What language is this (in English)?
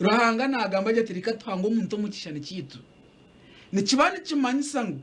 Nyankole